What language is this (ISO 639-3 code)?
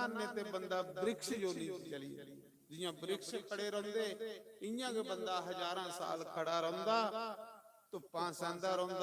doi